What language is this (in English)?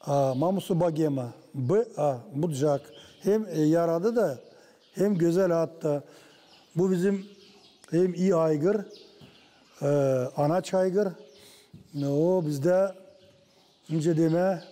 Gagauz